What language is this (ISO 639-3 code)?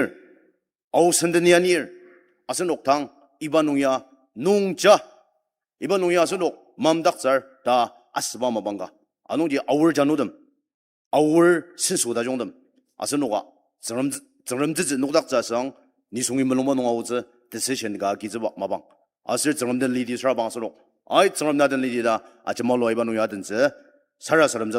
njo